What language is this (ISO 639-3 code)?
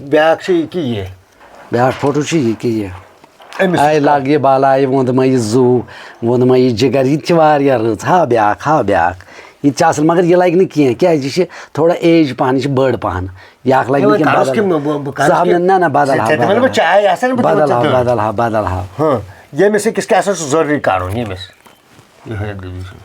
kas